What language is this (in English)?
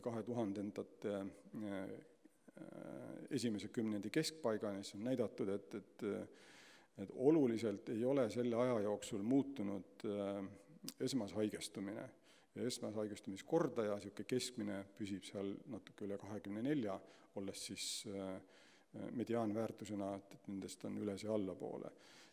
Estonian